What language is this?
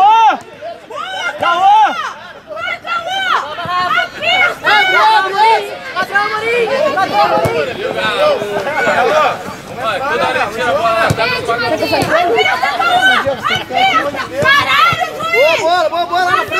Portuguese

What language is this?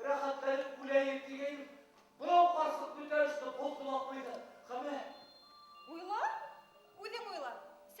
Bashkir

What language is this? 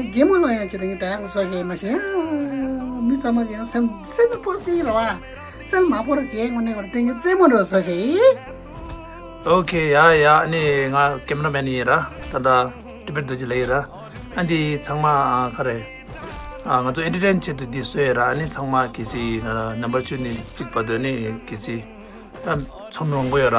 Tibetan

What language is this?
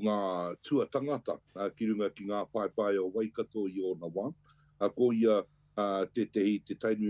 Māori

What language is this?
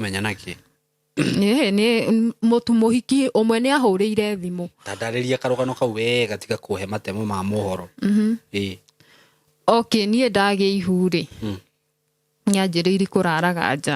Kikuyu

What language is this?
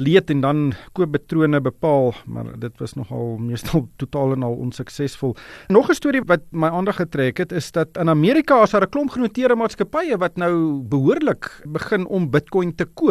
Afrikaans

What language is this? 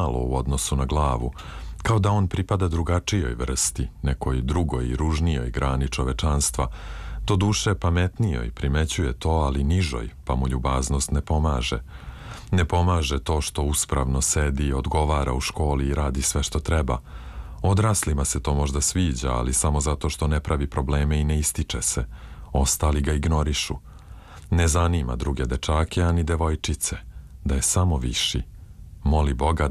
Serbian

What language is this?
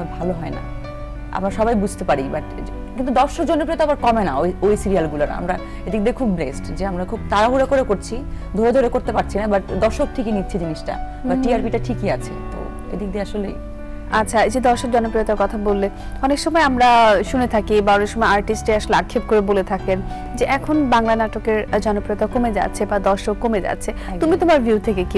Bangla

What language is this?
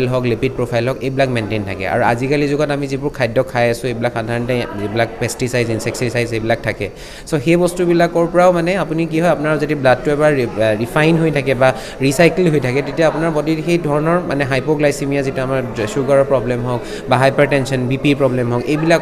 Assamese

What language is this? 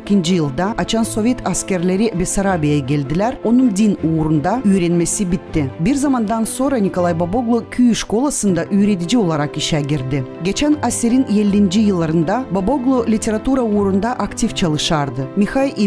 Gagauz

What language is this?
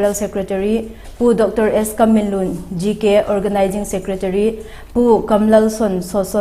Vaiphei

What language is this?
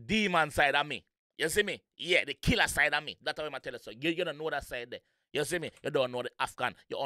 Jamaican Creole English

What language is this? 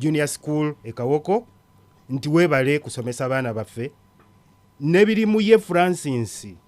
Ganda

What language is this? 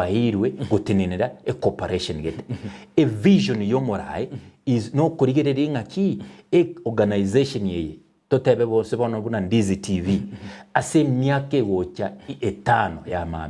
Gusii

